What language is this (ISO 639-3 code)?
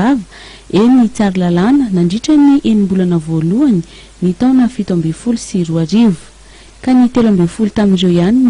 mlg